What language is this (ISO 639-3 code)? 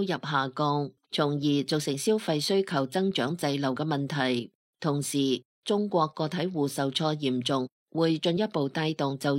yue